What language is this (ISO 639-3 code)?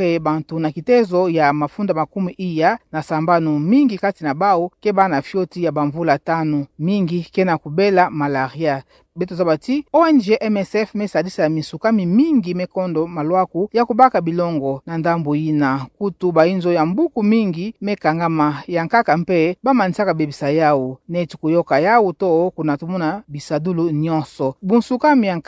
ktu